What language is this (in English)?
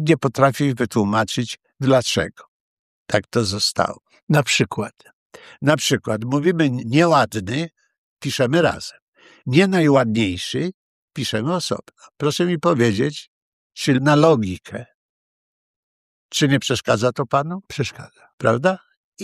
Polish